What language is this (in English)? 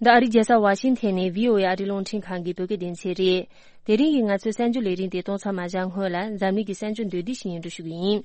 Tibetan